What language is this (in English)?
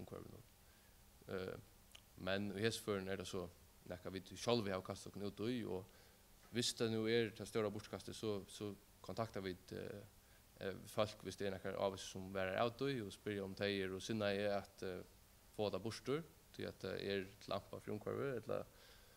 Faroese